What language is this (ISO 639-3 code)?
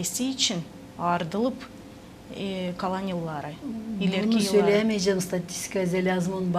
gag